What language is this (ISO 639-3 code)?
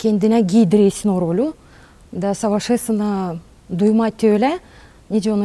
gag